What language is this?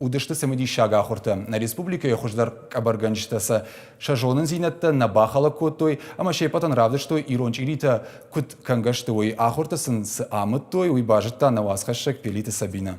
Ossetic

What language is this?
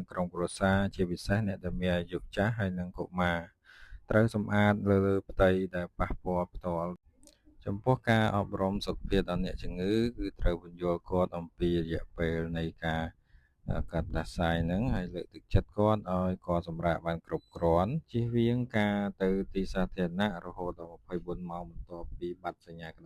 Khmer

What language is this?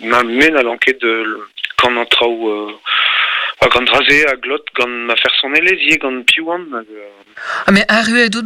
Breton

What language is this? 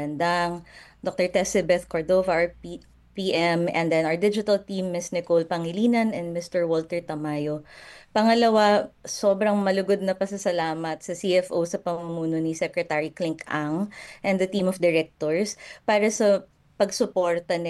Filipino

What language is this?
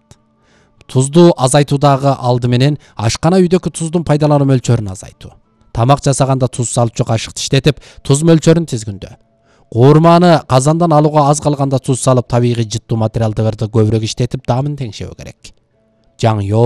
Kyrgyz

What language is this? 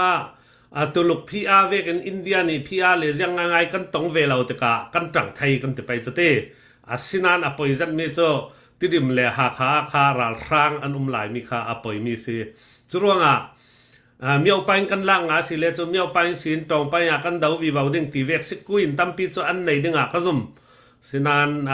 Falam Chin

